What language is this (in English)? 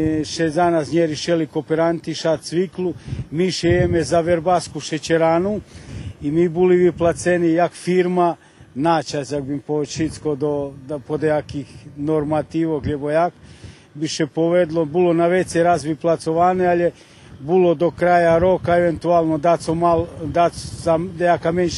Rusyn